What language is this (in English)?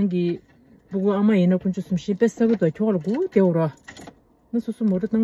Tibetan